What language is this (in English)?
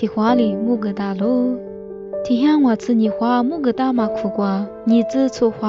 Lisu